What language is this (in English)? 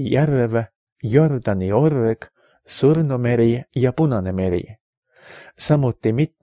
Estonian